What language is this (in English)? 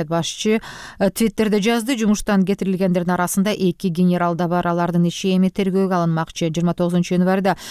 Kyrgyz